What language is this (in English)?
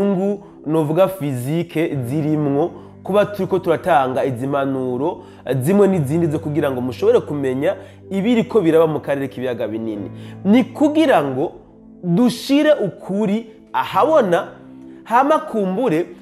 Rundi